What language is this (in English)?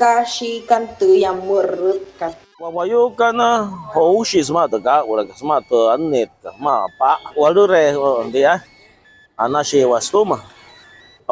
Wayuu